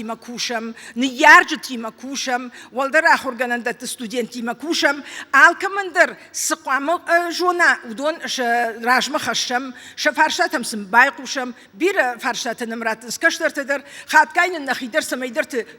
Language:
Ossetic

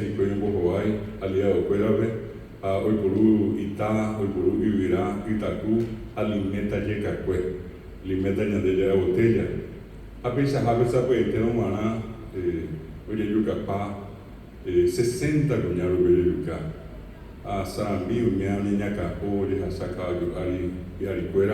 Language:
Guarani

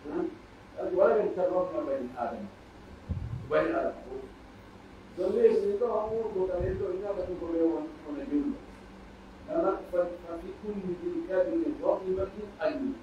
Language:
Pular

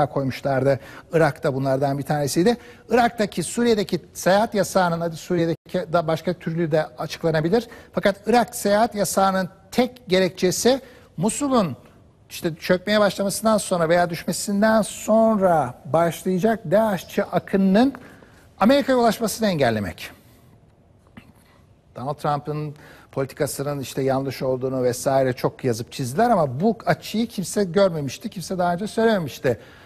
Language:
Turkish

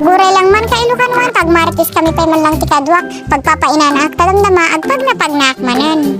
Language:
Iloko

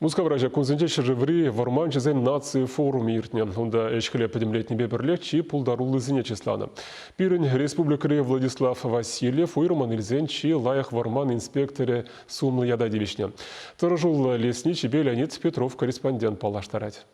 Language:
Chuvash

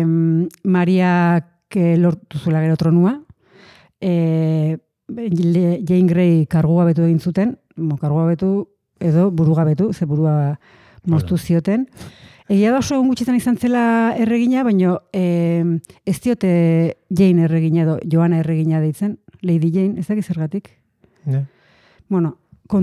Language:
Basque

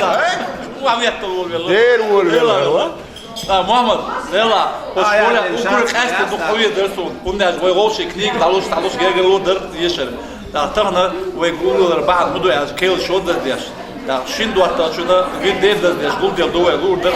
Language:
Chechen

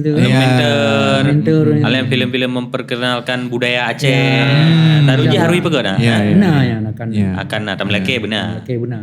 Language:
Achinese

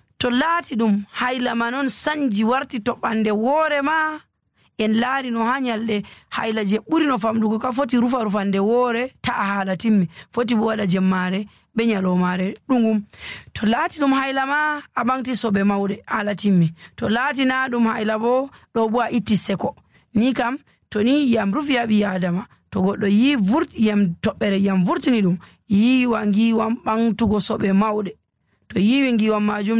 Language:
Nigerian Fulfulde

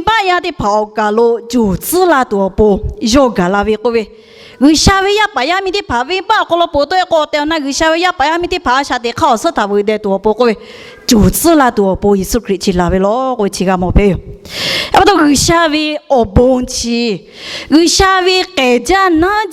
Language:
Lahu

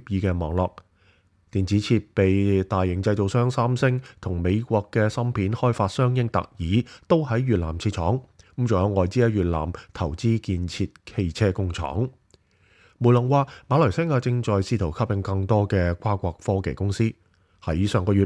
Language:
Cantonese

